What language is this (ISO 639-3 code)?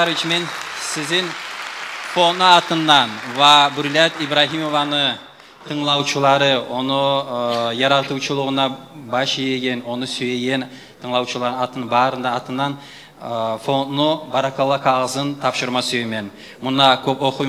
kum